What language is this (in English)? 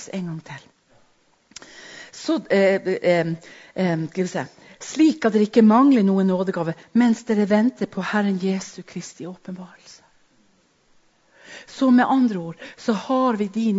Norwegian